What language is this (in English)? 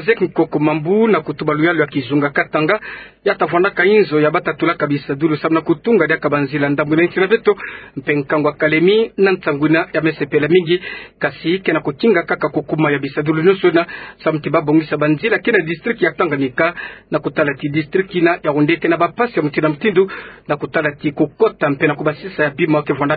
Kituba (Democratic Republic of Congo)